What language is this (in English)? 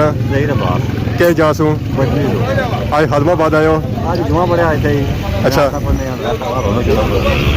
Pahari-Potwari